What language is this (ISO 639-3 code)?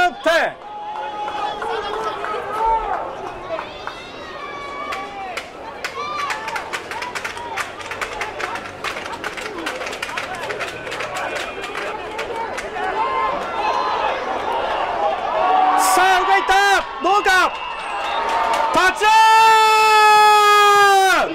jpn